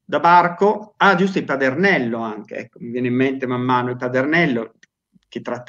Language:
Italian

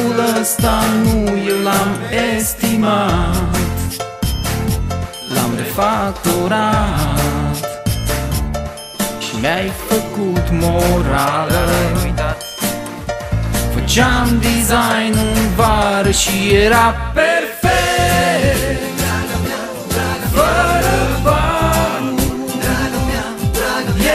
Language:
Romanian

